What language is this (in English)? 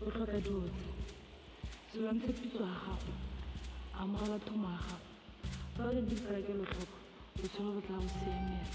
Tswana